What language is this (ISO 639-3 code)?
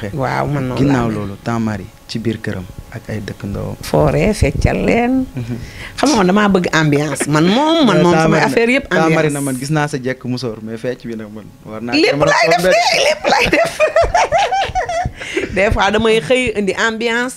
wol